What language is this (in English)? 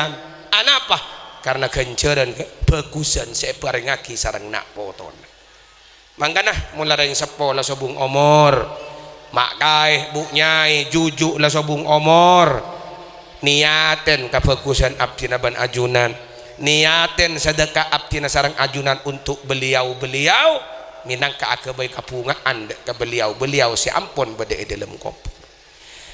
Madurese